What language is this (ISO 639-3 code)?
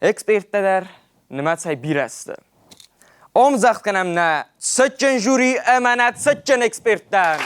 oss